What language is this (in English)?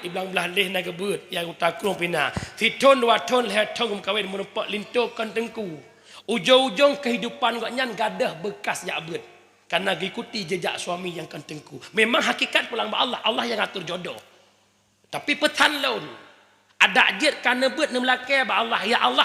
Achinese